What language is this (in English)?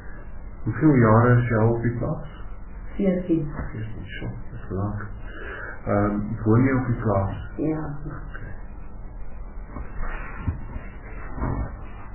Afrikaans